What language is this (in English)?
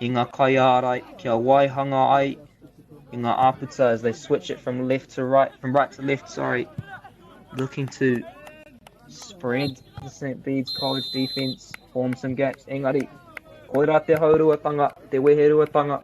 Māori